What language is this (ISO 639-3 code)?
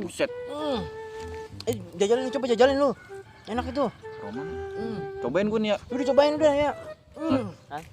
bew